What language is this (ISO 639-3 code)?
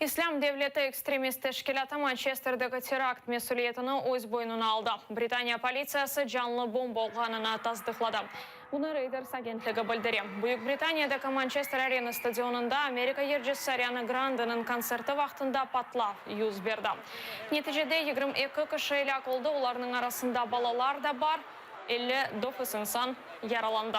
crh